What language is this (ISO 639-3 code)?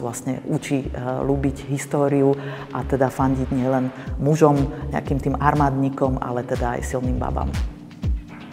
slk